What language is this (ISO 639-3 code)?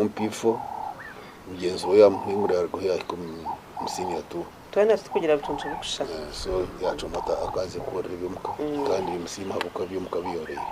nyn